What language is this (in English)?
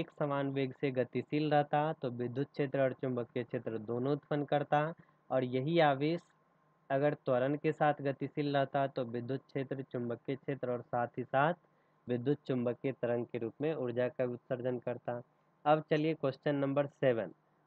Hindi